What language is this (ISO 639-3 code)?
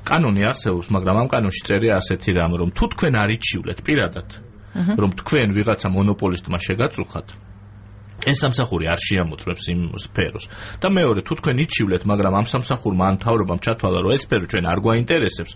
kat